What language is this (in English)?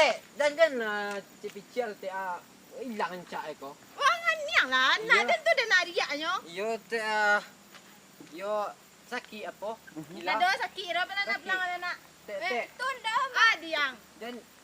Minangkabau